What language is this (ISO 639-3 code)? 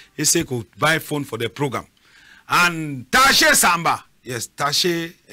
wes